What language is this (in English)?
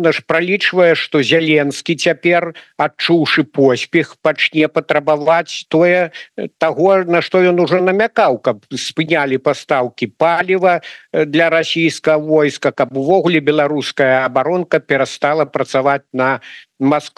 Belarusian